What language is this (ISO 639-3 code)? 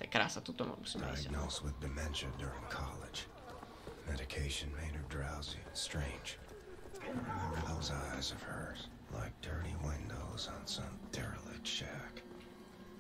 slk